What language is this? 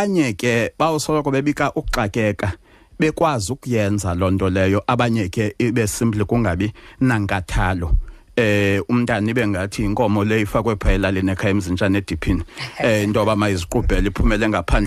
Xhosa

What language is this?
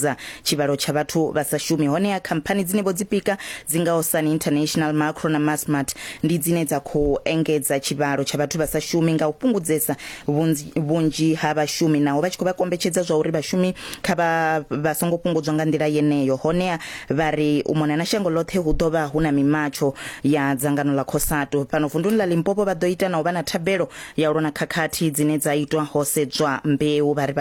Venda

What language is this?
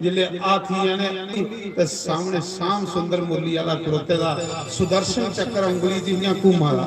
Dogri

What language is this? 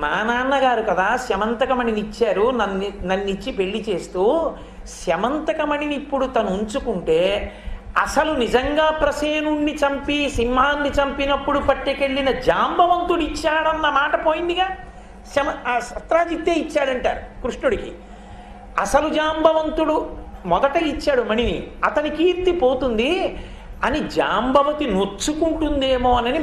Telugu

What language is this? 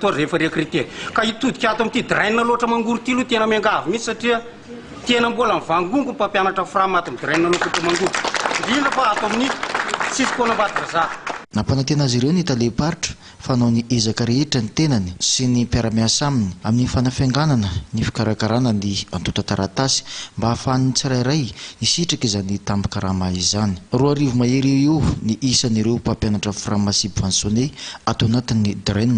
Malagasy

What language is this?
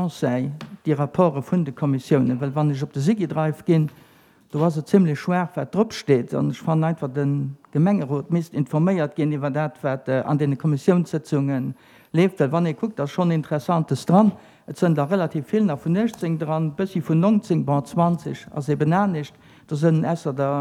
Luxembourgish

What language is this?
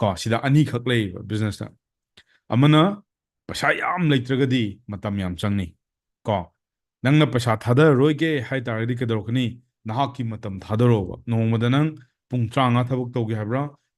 Manipuri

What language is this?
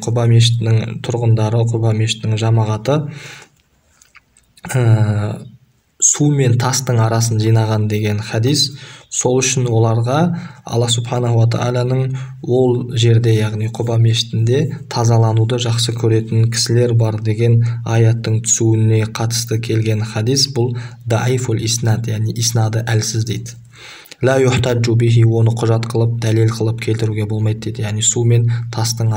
Kazakh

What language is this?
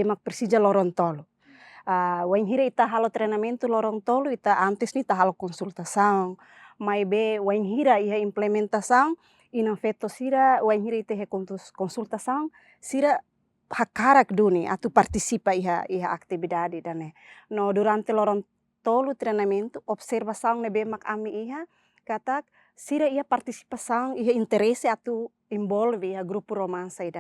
Tetum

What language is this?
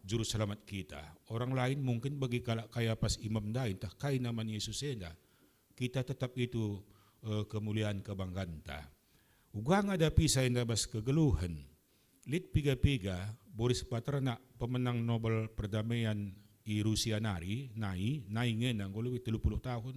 Batak Karo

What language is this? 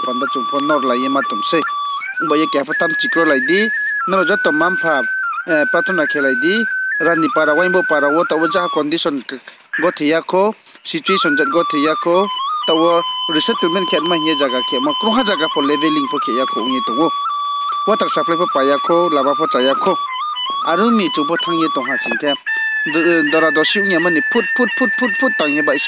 Riang (India)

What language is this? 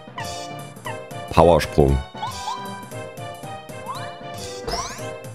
German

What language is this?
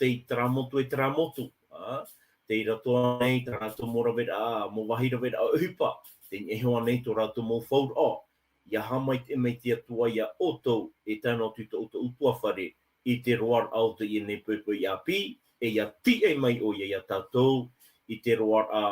Tahitian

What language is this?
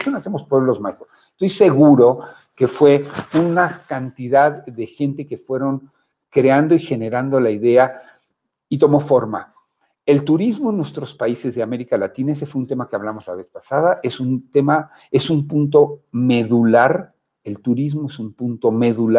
Spanish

